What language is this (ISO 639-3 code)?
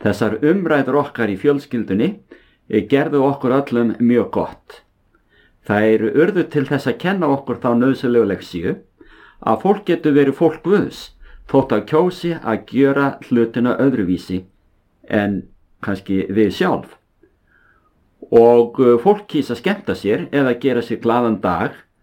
isl